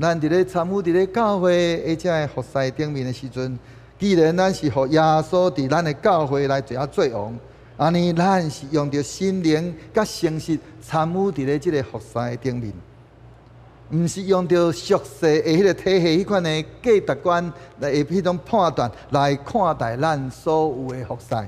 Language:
Min Nan Chinese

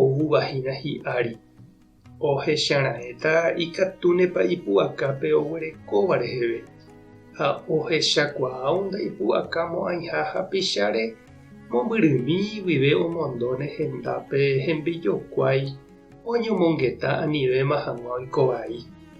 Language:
Guarani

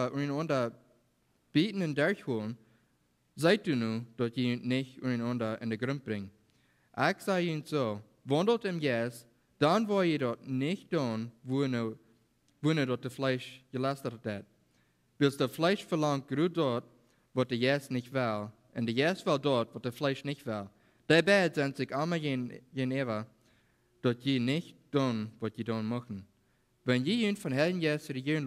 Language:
Plautdietsch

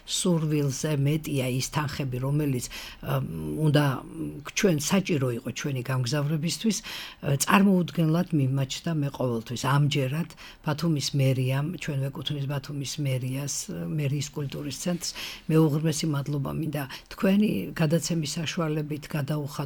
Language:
Georgian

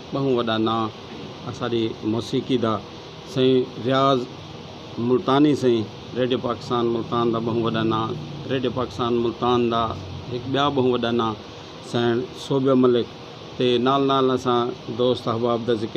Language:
Saraiki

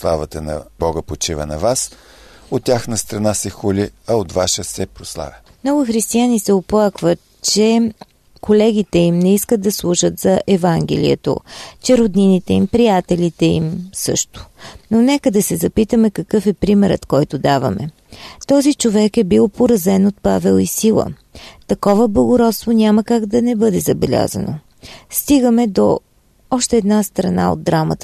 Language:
Bulgarian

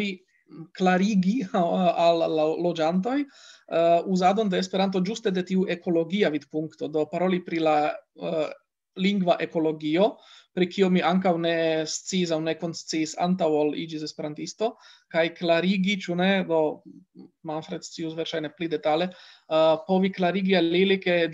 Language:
Esperanto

